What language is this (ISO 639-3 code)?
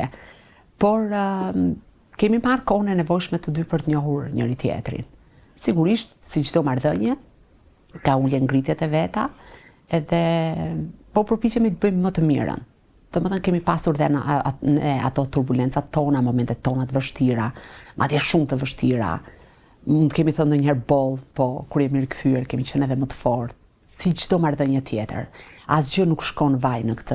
sqi